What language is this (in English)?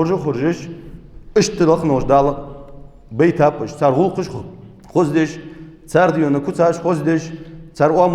Ingush